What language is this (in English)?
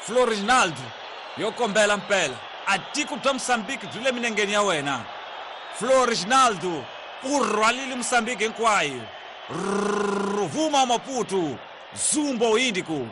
Tsonga